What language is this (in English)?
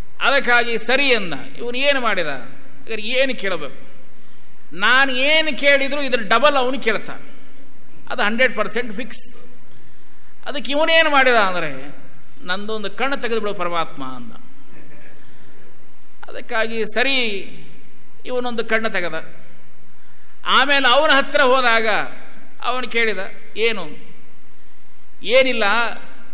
Kannada